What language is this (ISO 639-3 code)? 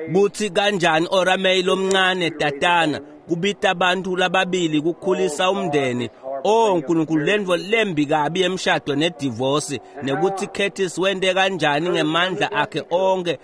ssw